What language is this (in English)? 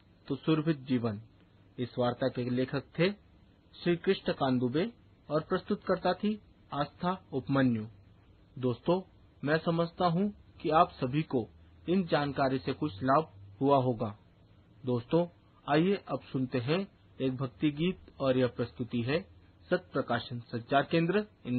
Hindi